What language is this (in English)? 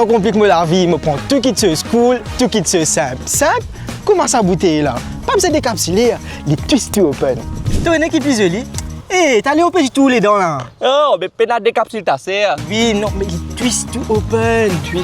Morisyen